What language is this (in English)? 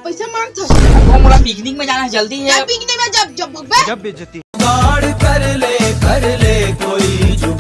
Chhattisgarhi